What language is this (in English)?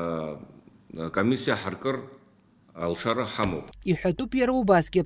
Abkhazian